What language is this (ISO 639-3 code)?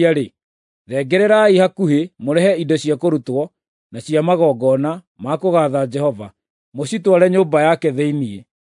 kik